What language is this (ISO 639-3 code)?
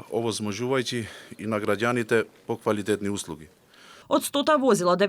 mkd